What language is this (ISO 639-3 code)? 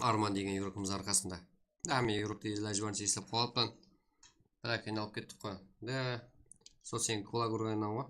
kaa